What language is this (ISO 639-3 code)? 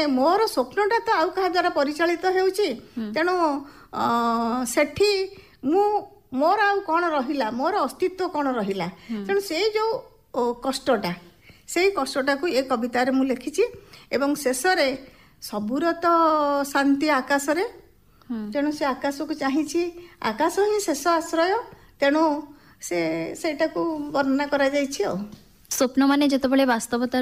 ori